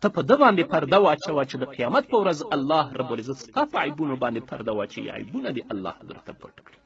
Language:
Pashto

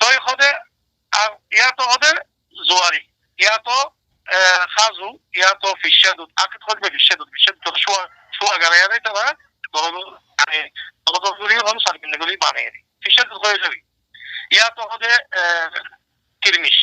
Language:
Rohingya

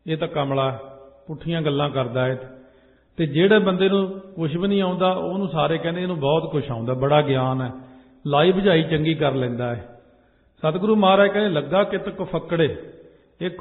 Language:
Punjabi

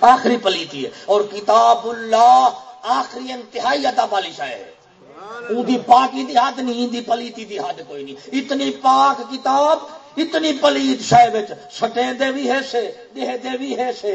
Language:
Saraiki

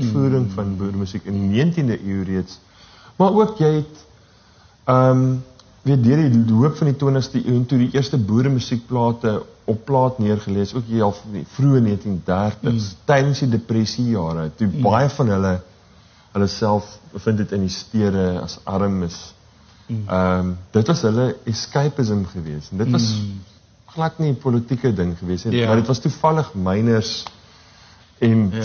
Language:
Afrikaans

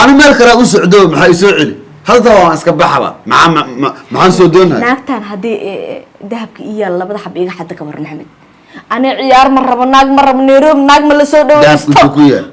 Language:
Somali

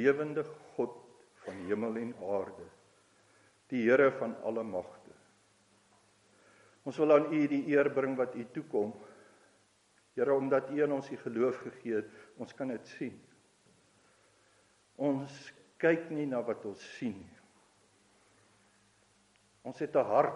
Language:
Afrikaans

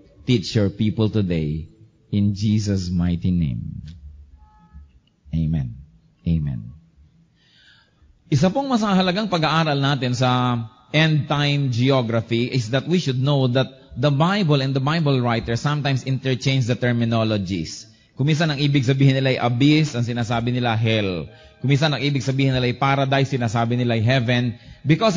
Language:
Filipino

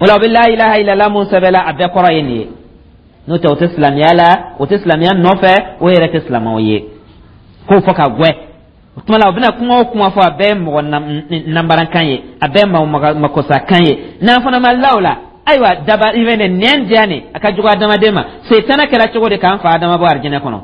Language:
Dyula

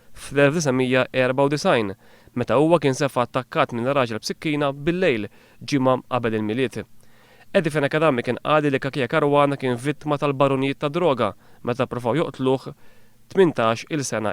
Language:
Maltese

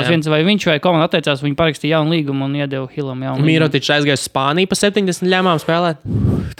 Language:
Latvian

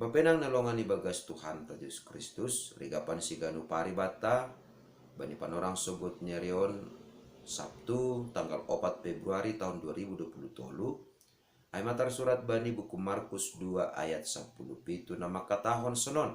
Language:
Batak Simalungun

